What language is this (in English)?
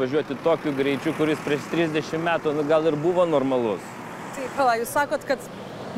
Lithuanian